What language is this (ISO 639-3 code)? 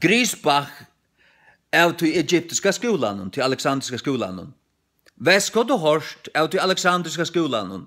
fao